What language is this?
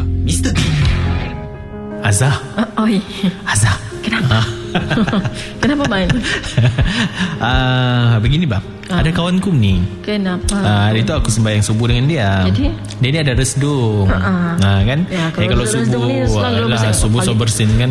Malay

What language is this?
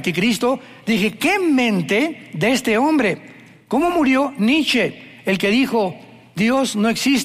Spanish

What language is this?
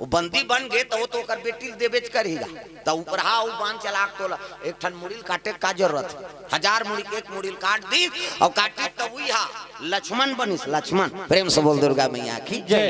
Chhattisgarhi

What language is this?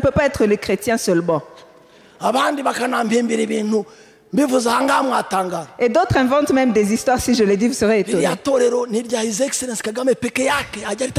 Kinyarwanda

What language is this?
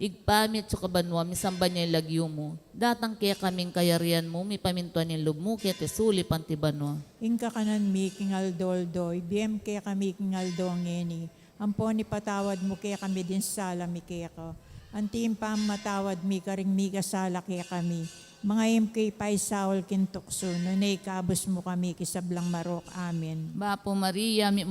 Pampanga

